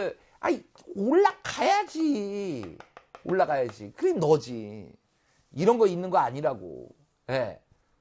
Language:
Korean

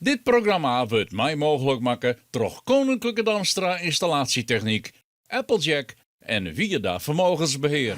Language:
Western Frisian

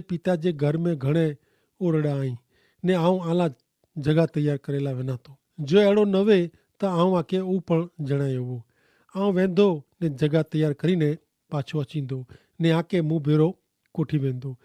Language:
Kachhi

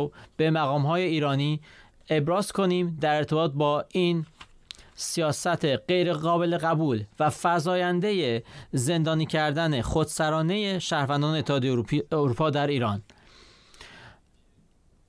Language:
Persian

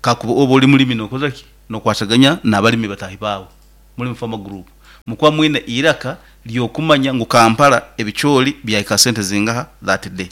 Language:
Nyoro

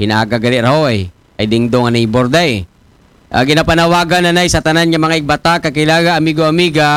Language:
Aklanon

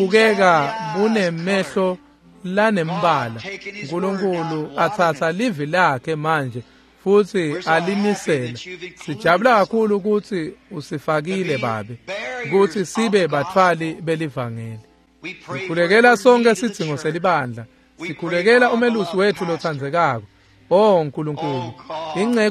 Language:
Swati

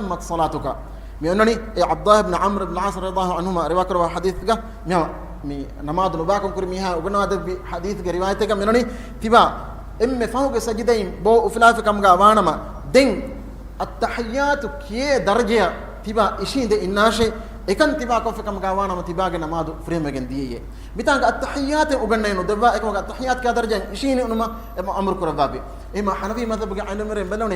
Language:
Divehi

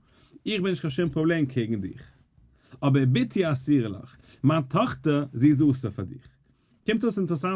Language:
Yiddish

